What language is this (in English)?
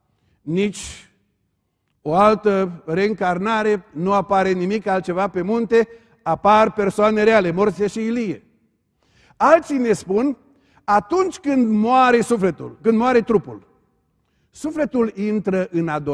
Romanian